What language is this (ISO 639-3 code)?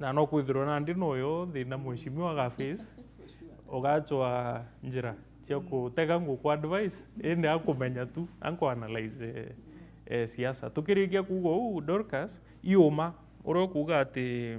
mer